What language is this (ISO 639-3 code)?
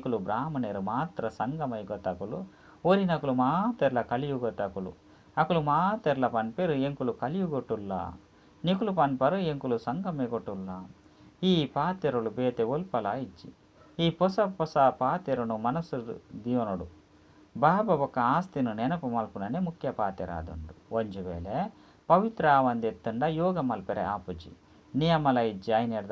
tcy